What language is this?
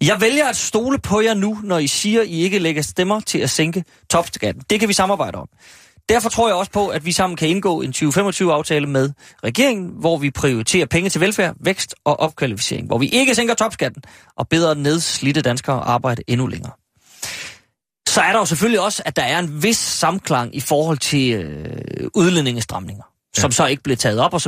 Danish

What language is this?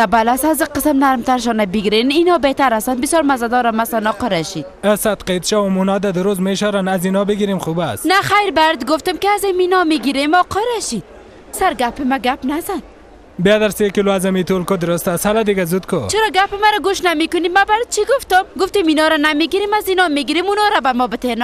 Persian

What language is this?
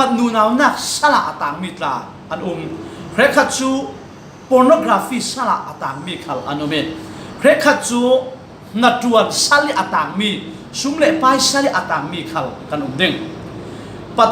Falam Chin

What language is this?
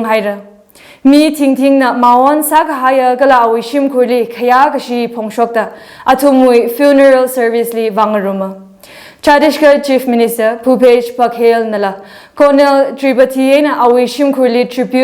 Tangkhul Naga (India)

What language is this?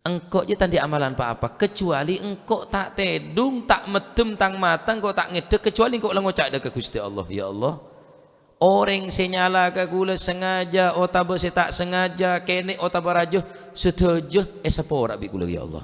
Madurese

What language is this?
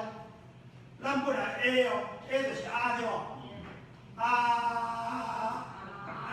Min Nan Chinese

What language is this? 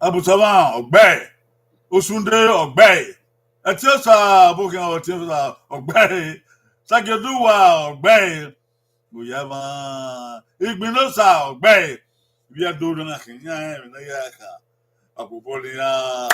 Bini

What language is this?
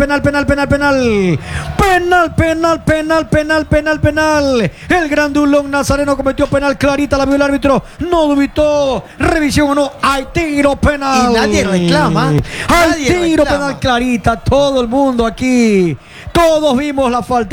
Spanish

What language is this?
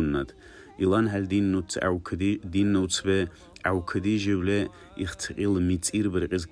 Dargwa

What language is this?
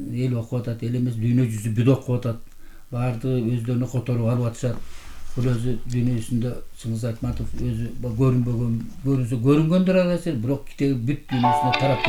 Kyrgyz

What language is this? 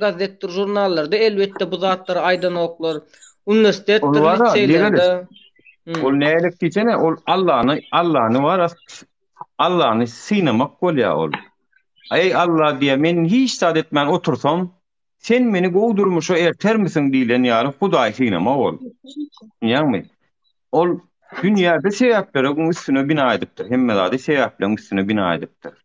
Turkmen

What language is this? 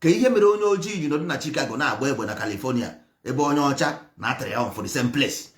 Igbo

